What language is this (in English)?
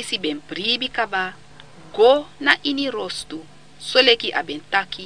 Sranan Tongo